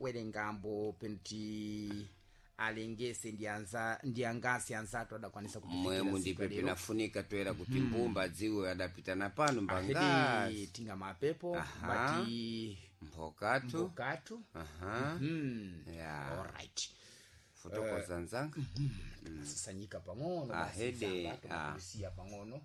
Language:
Sena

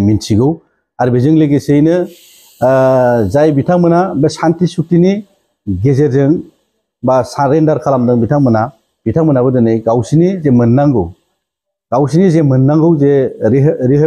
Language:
Bodo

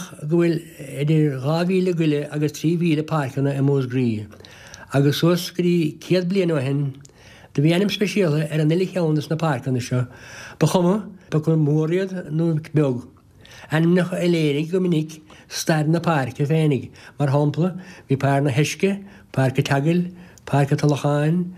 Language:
Irish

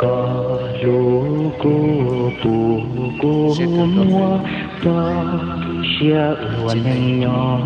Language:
Hmong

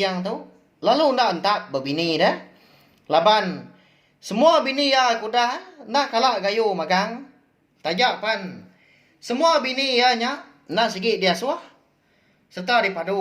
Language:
Iban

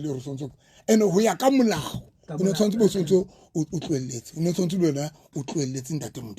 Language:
Southern Sotho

